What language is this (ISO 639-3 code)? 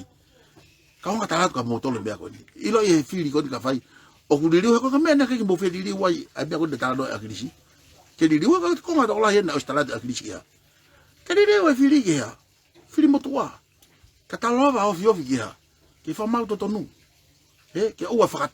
ton